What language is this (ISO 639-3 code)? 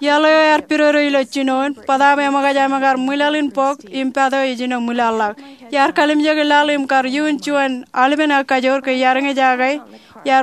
mah